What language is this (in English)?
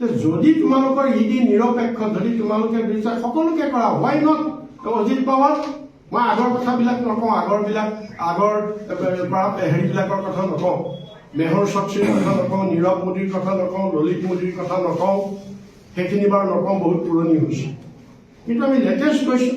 Assamese